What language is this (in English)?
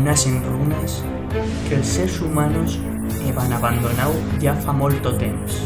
Aragonese